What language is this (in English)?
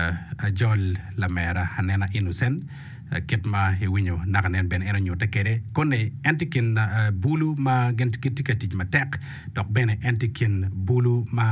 Acoli